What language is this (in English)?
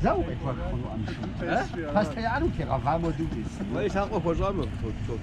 Kabardian